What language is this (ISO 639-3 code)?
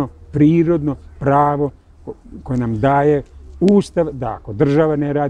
srp